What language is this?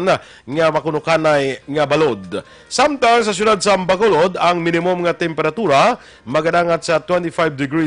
Hiligaynon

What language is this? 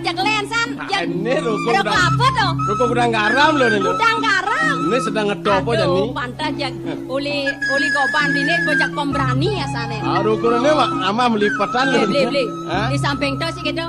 Balinese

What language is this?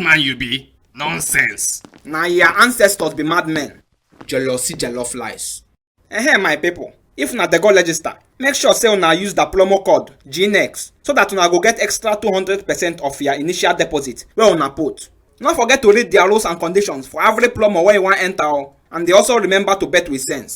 Nigerian Pidgin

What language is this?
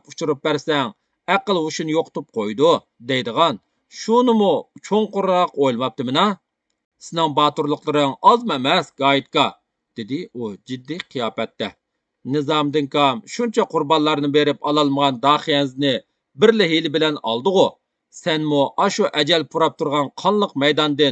Uyghur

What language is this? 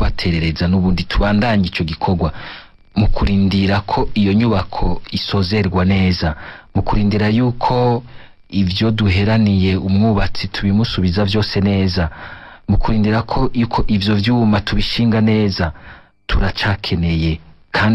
Rundi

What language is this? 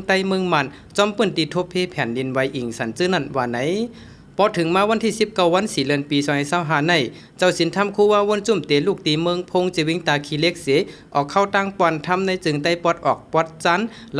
Shan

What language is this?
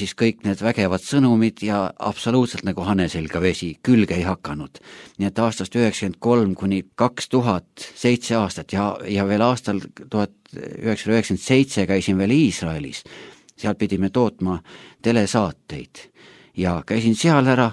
Estonian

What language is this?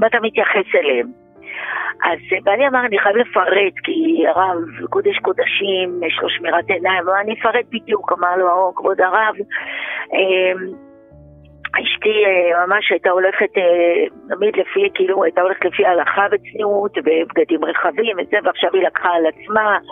Hebrew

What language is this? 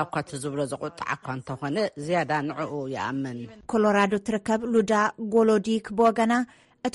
Tigrinya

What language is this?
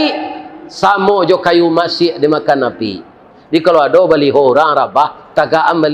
Minangkabau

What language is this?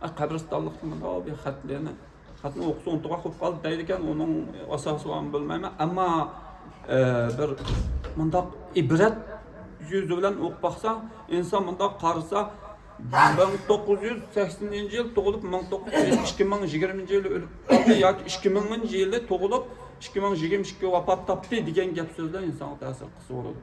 Uyghur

